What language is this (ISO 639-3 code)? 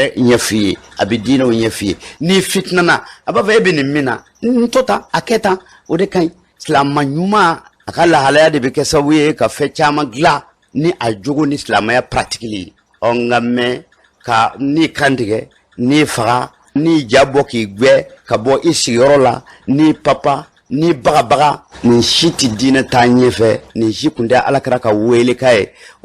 bam